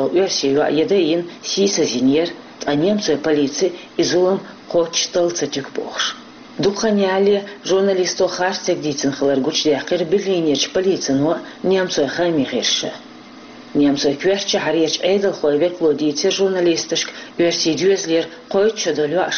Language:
Chechen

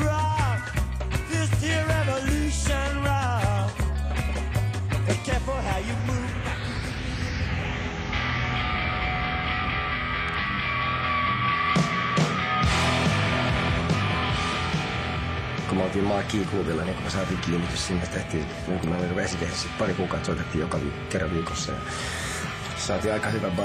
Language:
Finnish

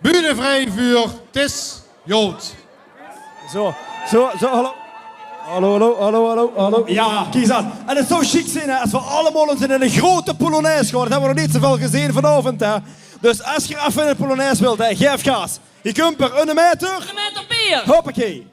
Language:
Limburgish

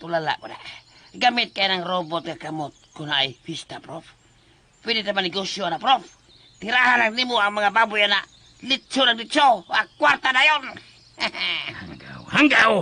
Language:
Cebuano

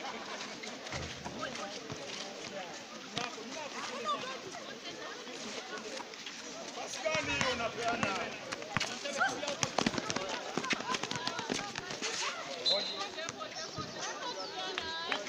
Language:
Swahili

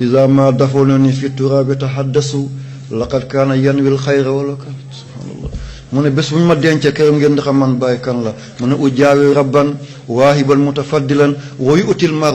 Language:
Wolof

